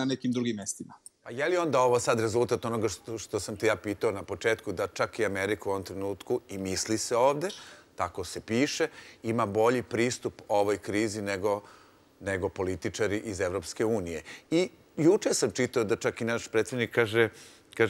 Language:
Serbian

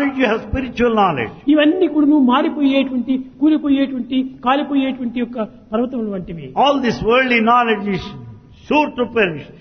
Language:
Telugu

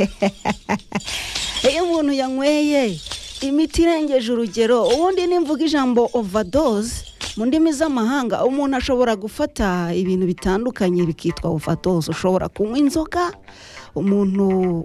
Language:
Kinyarwanda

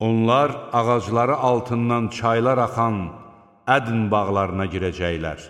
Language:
Azerbaijani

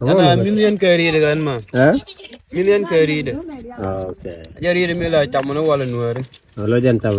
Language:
Nuer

